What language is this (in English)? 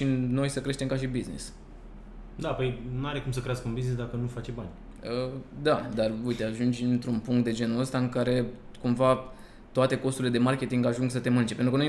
Romanian